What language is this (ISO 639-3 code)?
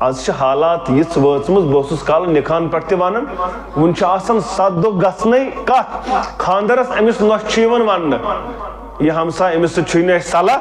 kas